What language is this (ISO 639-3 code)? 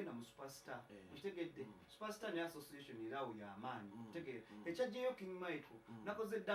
lug